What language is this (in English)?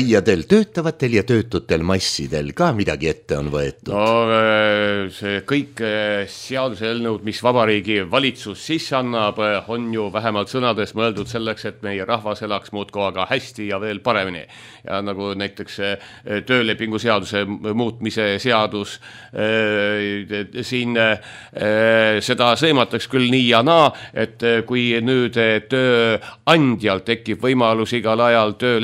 Estonian